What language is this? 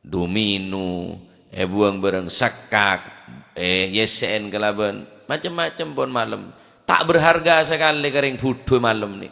Madurese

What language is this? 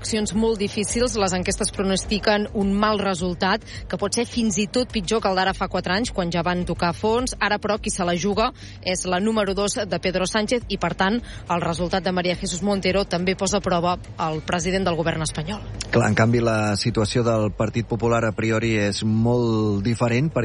Catalan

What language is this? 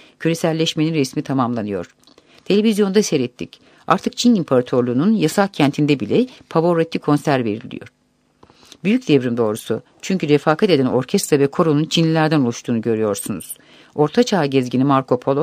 Turkish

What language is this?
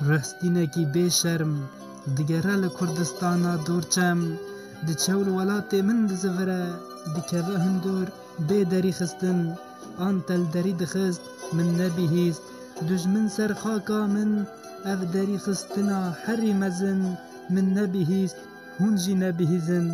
Kurdish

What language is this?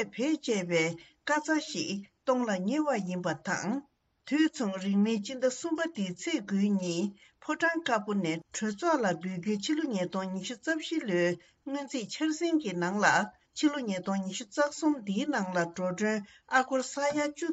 Tibetan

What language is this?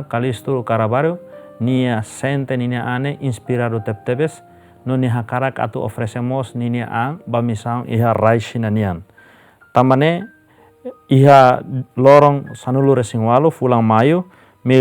Tetum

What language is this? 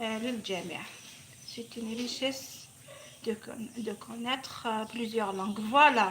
Algerian Arabic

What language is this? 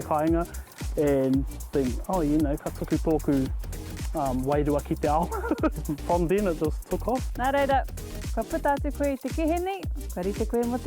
Māori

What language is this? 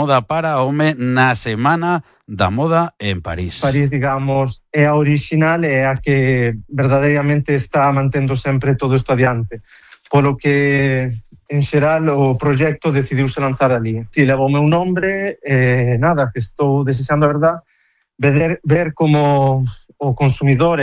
Galician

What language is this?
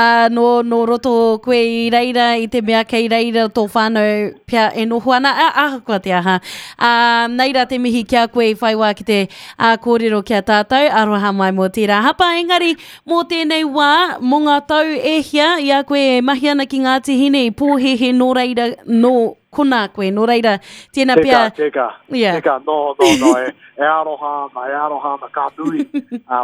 Māori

